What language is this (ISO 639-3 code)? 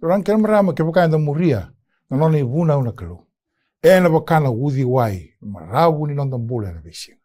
fij